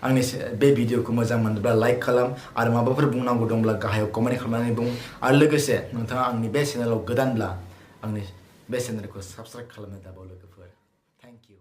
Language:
Bodo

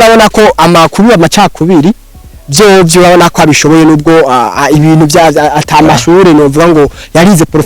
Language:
Rundi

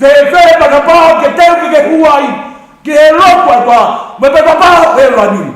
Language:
Tongan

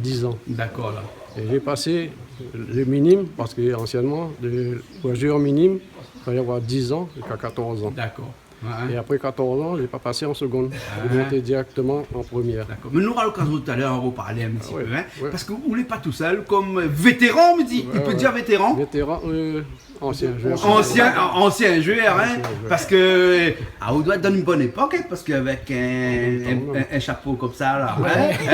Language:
Réunion Creole French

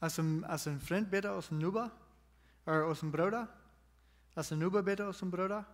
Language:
Plautdietsch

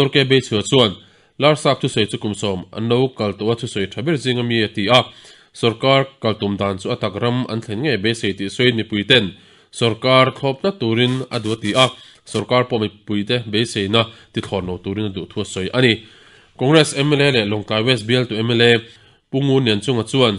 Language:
Mizo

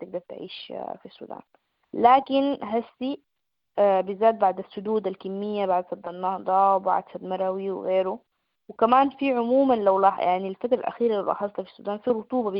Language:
Sudanese Arabic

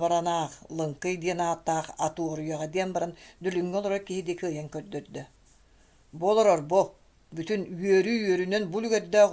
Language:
Yakut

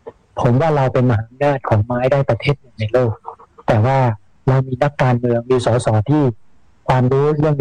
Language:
Thai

